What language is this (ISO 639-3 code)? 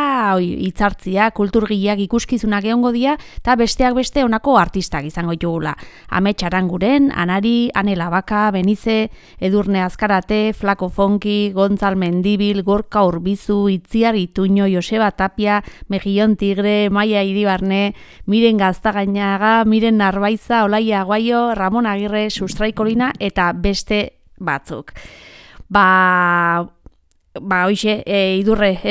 eus